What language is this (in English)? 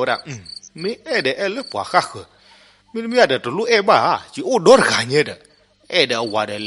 S'gaw Karen